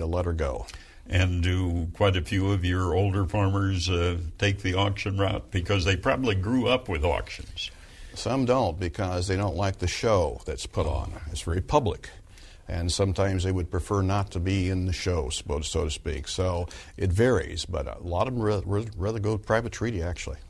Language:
English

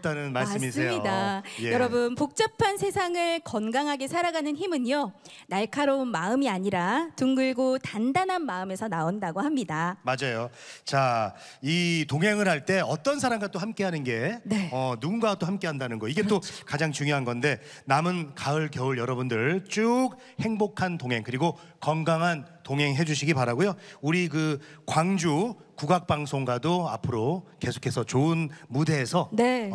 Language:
Korean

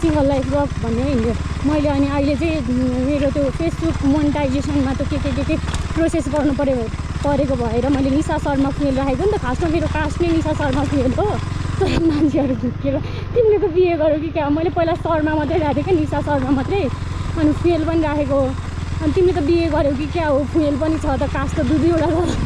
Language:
Nepali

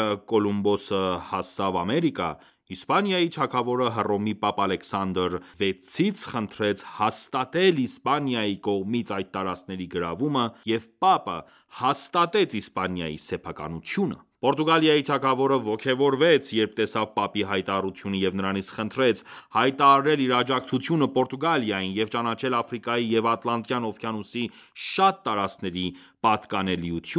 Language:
Armenian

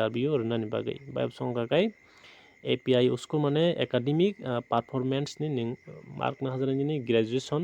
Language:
Kok Borok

